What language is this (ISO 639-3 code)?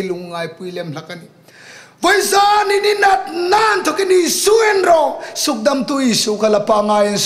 hmr